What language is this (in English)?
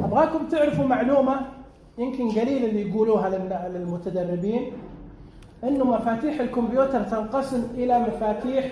Najdi Arabic